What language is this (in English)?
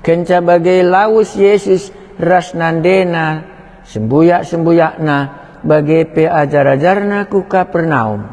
Batak Karo